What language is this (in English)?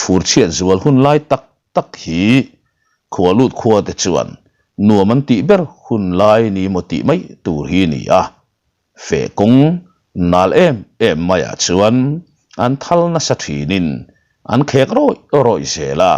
Mizo